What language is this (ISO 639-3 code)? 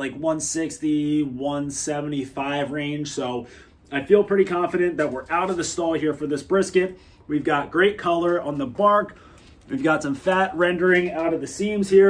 eng